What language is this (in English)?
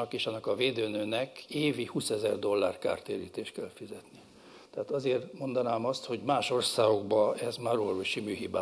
Hungarian